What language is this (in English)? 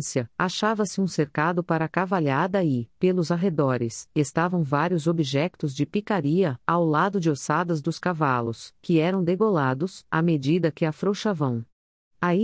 Portuguese